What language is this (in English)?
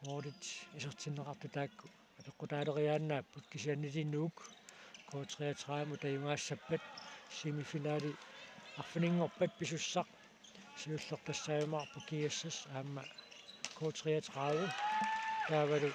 Kalaallisut